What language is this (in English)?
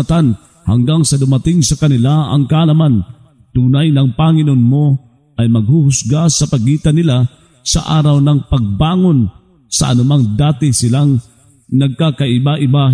Filipino